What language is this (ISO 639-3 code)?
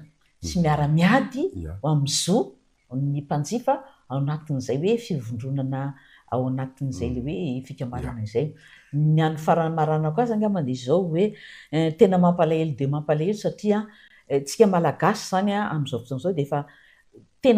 mlg